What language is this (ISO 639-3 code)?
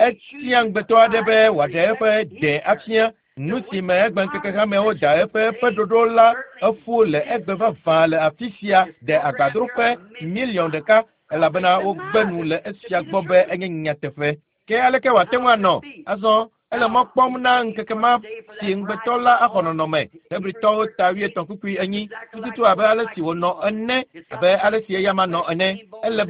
ewe